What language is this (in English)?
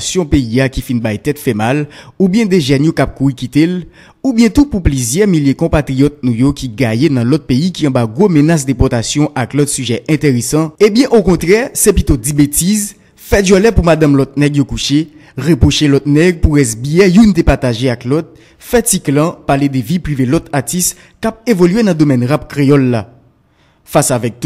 Haitian Creole